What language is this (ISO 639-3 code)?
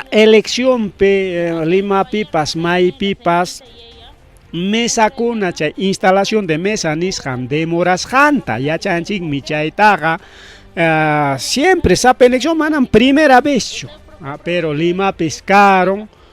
quy